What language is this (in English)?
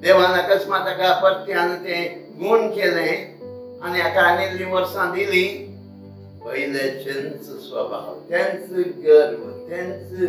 Konkani